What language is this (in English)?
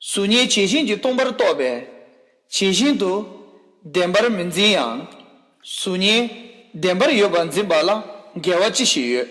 Tibetan